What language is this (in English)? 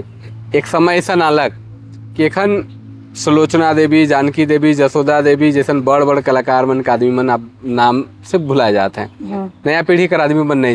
Sadri